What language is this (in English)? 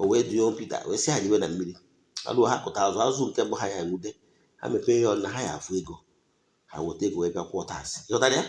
Igbo